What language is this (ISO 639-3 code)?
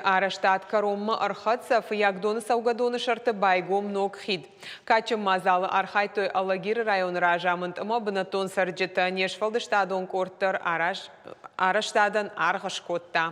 oss